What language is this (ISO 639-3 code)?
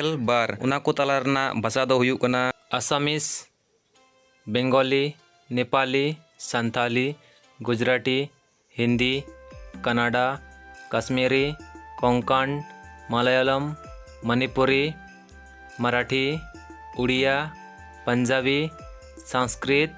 sat